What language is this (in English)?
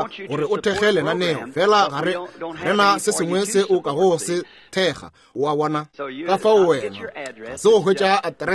Northern Sotho